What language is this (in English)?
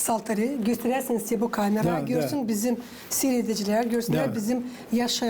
Gagauz